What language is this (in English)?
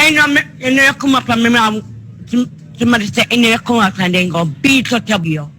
Jamaican Creole English